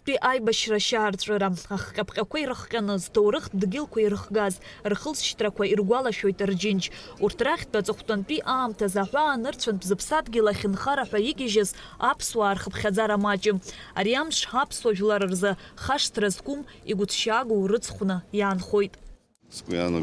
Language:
Abkhazian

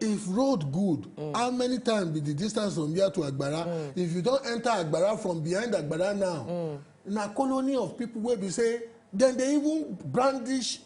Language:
Nigerian Pidgin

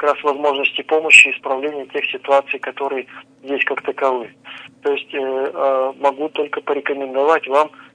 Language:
Russian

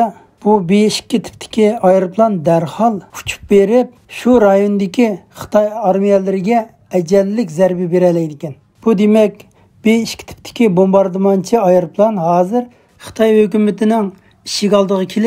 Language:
Uyghur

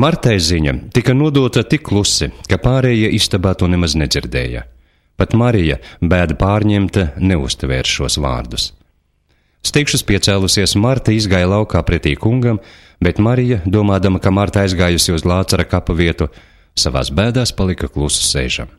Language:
Latvian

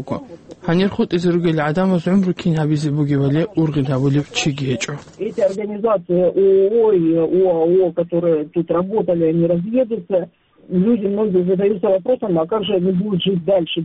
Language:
Avaric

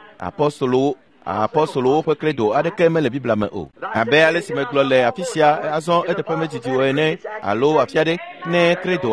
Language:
Ewe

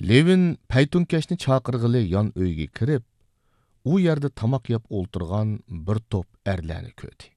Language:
Uyghur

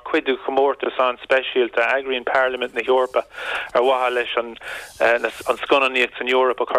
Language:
Irish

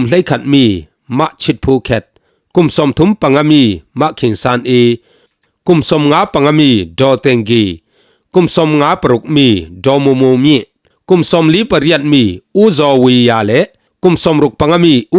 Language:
Falam Chin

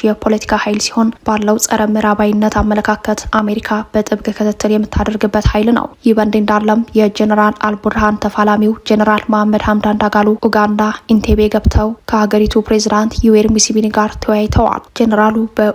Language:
Amharic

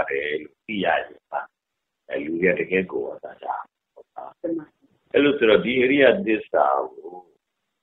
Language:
Burmese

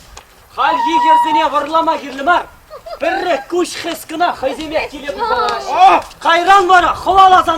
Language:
Chuvash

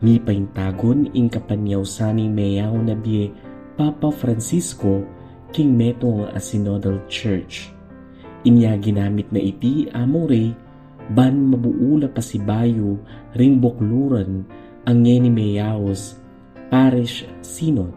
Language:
Pampanga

